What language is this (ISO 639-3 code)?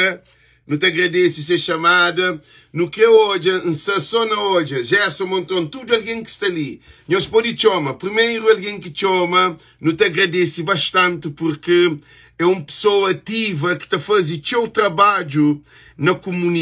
kea